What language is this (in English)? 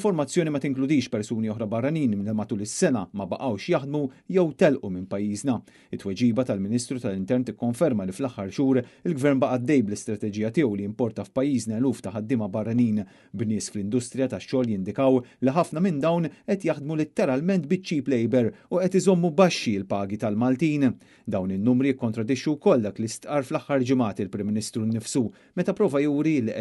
Maltese